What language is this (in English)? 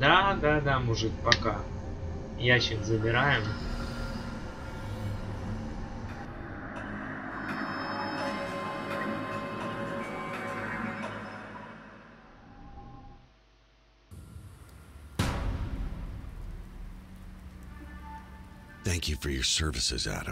Russian